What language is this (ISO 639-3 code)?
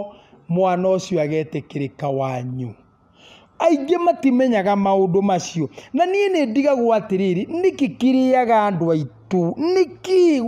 kik